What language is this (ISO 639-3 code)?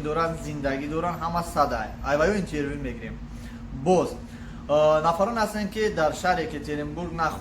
tgk